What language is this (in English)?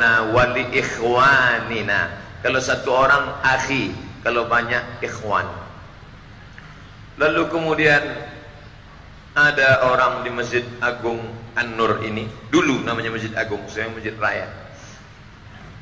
Indonesian